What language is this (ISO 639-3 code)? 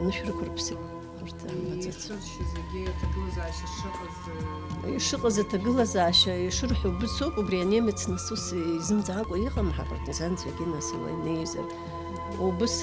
abk